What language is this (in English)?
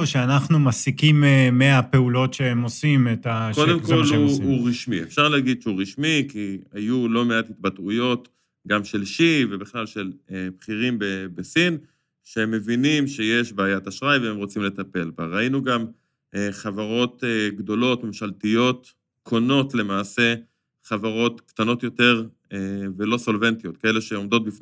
Hebrew